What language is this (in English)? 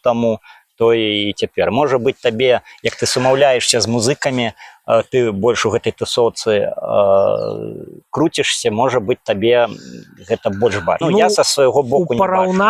Belarusian